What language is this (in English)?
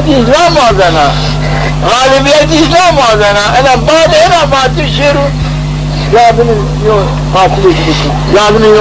Zaza